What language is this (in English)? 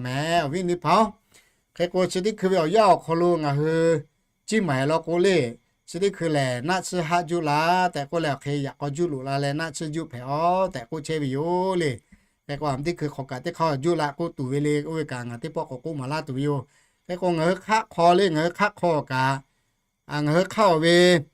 Lahu